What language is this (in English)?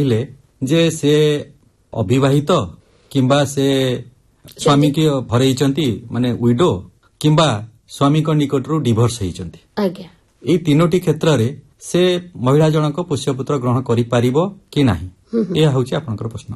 Odia